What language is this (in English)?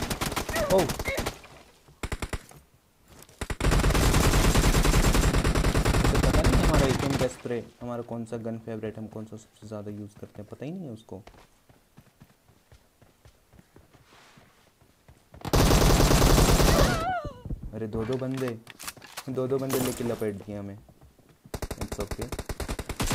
Hindi